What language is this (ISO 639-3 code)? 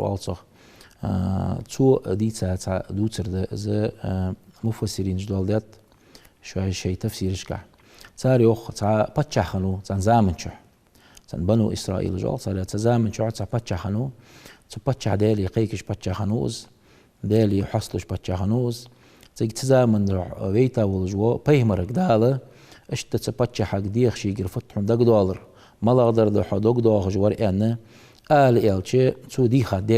inh